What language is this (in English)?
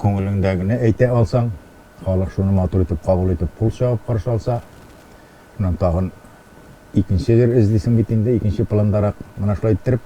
Tatar